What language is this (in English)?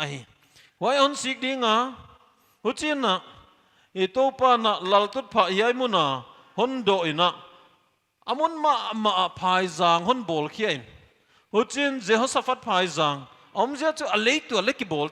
Paite Chin